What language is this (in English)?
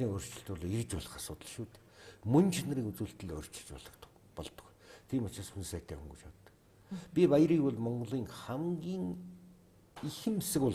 Mongolian